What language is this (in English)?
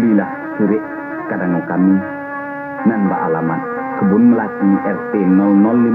Minangkabau